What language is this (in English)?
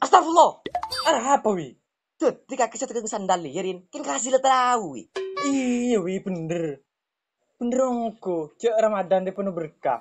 Madurese